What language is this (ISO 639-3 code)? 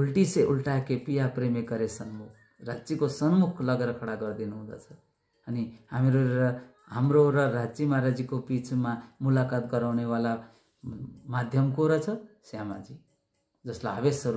nep